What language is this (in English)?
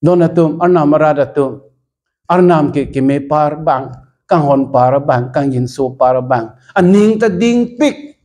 Karbi